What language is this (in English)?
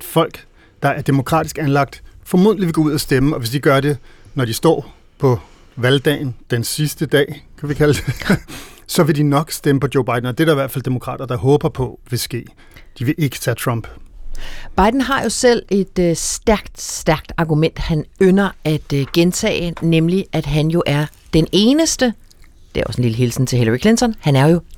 Danish